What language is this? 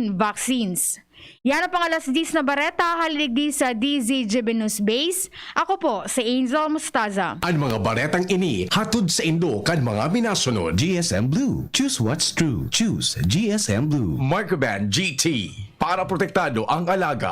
Bikol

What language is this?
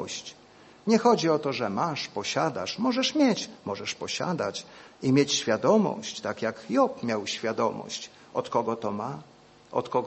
Polish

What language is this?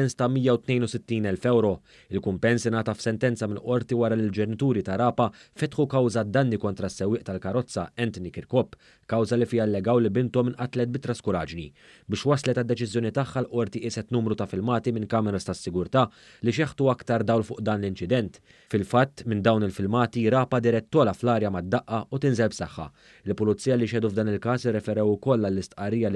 Maltese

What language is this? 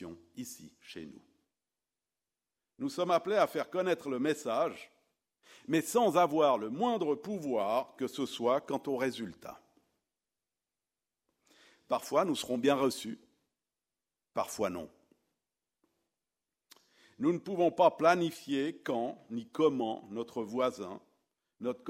French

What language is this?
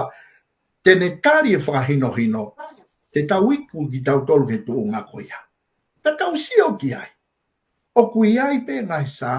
Tongan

